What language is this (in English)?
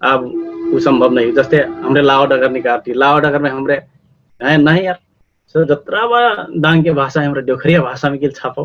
Dangaura Tharu